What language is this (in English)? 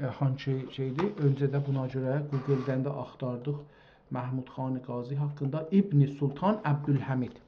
South Azerbaijani